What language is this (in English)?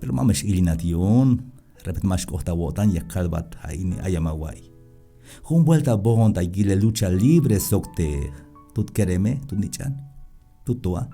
Tzeltal